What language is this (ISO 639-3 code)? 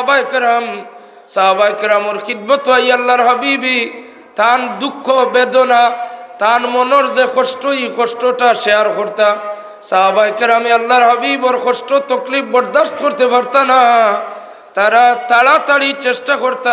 syl